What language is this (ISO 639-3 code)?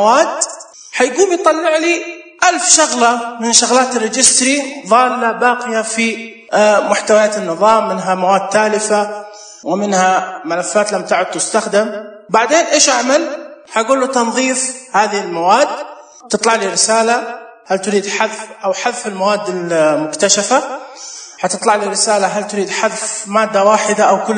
ars